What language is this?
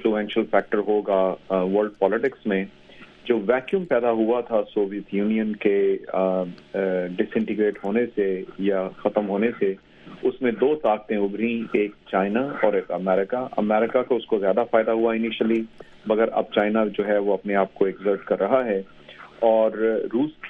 Urdu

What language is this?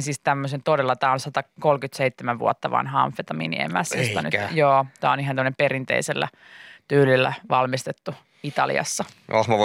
Finnish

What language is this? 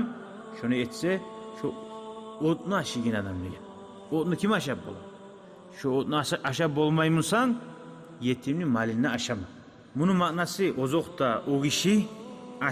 Kumyk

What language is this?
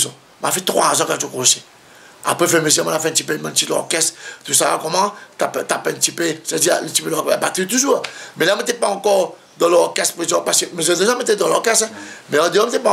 Réunion Creole French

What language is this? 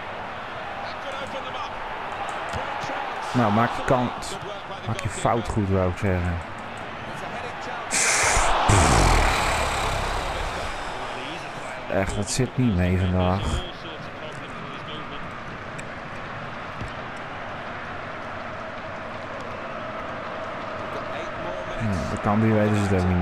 Dutch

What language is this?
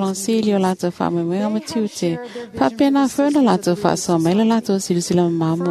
Samoan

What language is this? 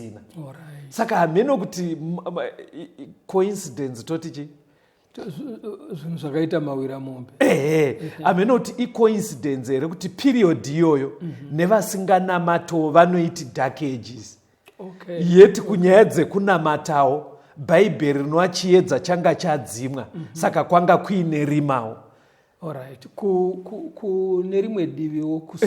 Shona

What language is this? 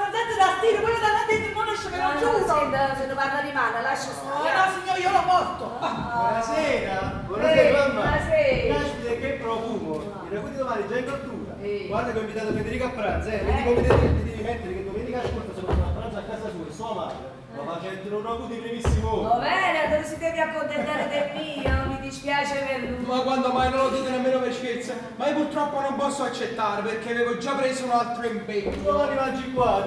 Neapolitan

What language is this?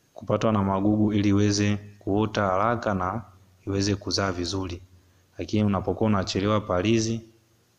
Swahili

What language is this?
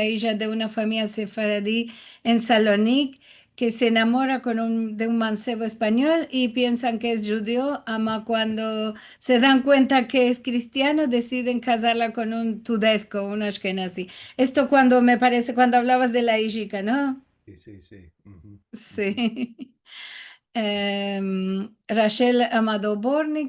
Ladino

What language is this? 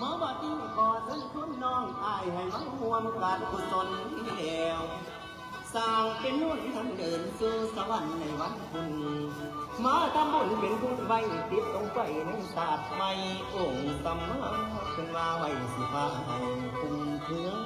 Northeastern Thai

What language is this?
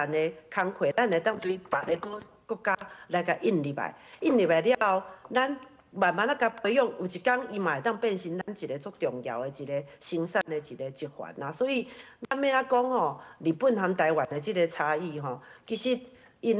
Min Nan Chinese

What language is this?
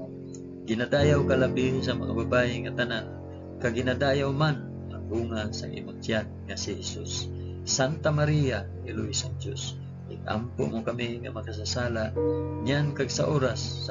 Hiligaynon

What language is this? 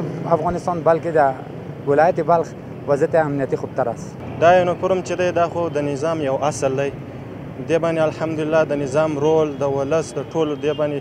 Pashto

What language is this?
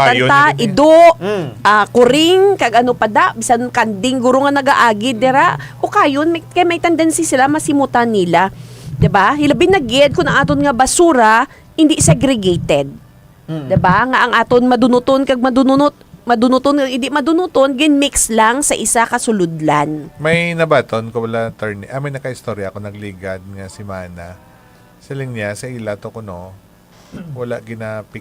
Hiligaynon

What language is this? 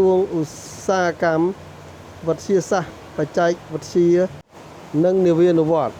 Khmer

